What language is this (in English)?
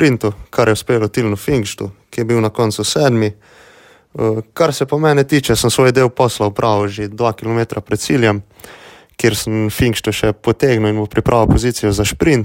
Slovenian